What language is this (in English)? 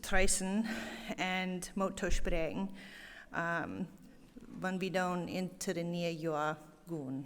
Plautdietsch